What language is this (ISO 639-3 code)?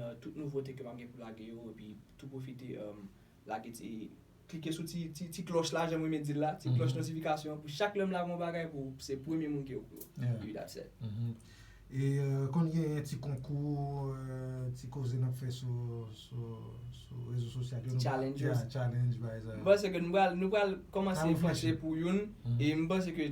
hat